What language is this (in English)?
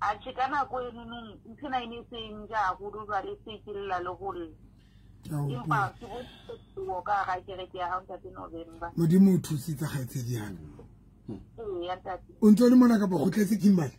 Southern Sotho